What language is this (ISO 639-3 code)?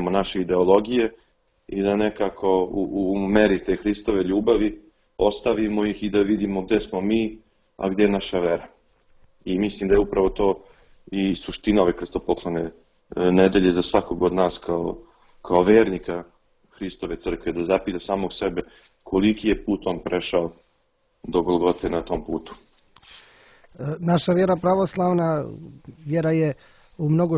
srp